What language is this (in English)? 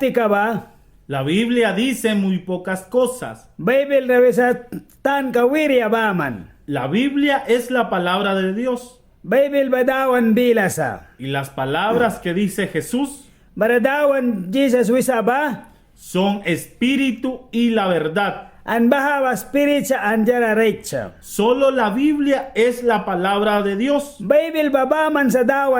Mískito